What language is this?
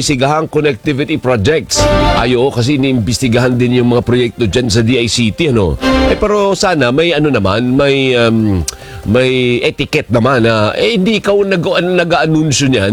Filipino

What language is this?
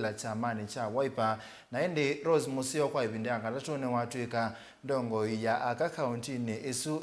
Kamba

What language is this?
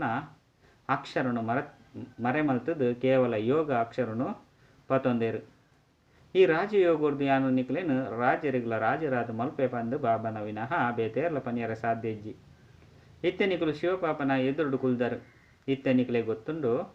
Tulu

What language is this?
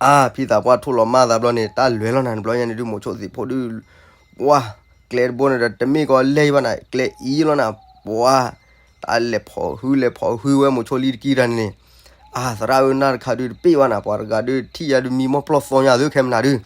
S'gaw Karen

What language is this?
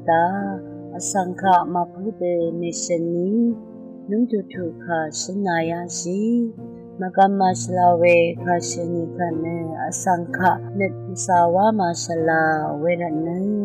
Rawang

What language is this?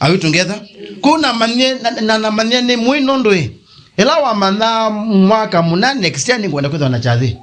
Kamba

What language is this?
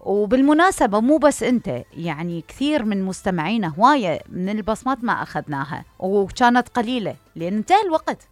Mesopotamian Arabic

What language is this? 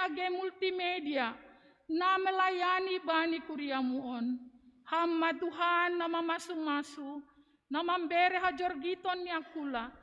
Batak Simalungun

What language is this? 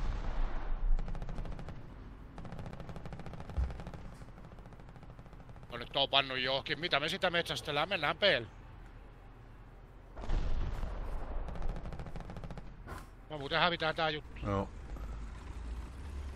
Finnish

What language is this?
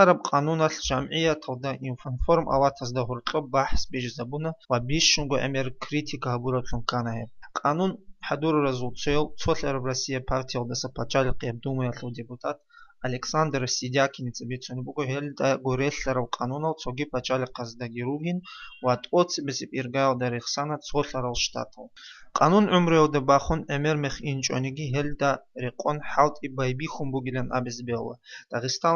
Avaric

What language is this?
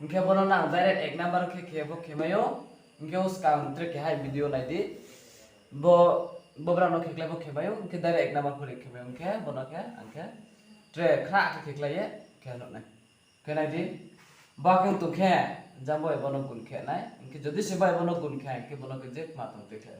Riang (India)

